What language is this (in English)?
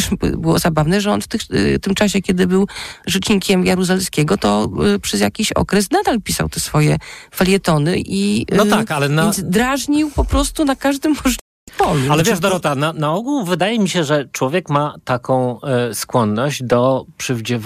Polish